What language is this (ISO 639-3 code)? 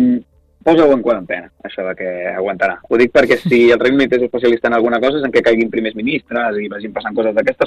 cat